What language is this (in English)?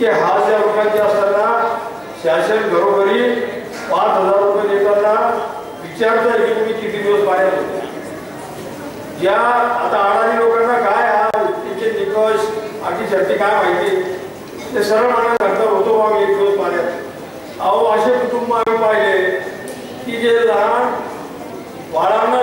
Marathi